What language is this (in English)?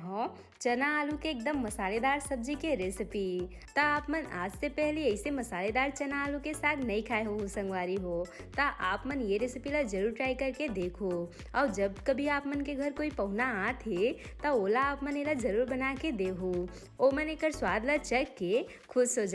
Chhattisgarhi